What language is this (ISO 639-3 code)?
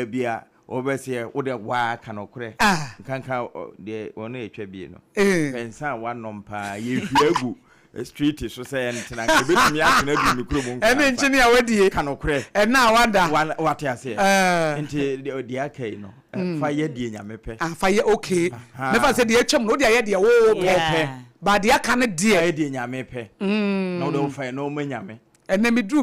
aka